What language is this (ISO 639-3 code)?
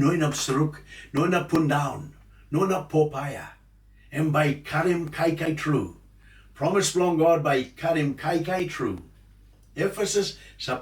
tpi